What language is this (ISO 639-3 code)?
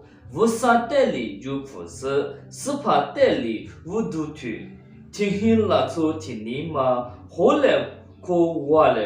lis